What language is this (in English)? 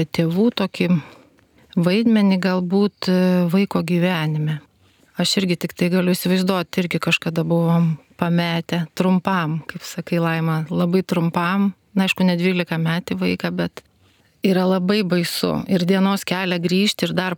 Lithuanian